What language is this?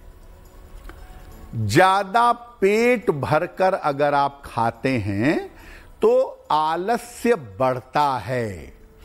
Hindi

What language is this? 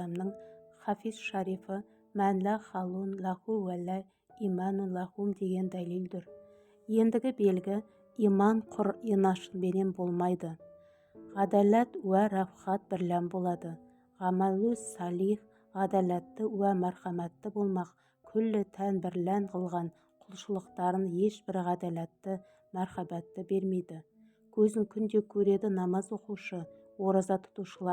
Kazakh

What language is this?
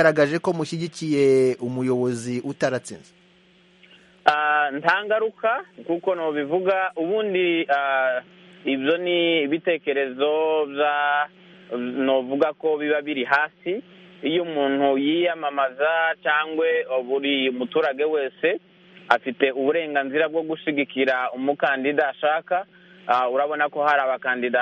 Kinyarwanda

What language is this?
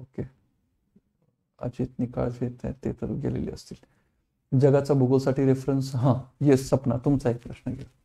Marathi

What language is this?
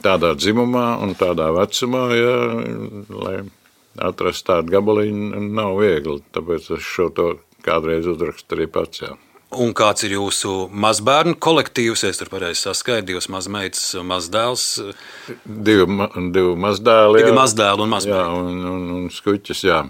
Latvian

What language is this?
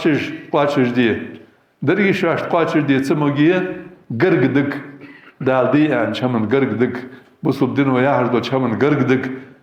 Ingush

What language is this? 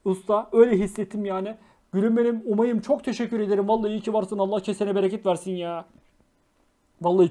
Turkish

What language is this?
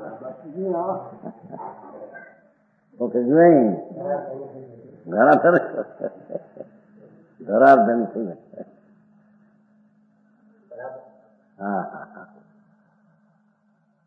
Gujarati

